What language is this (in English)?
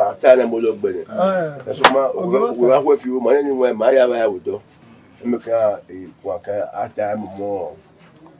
Bini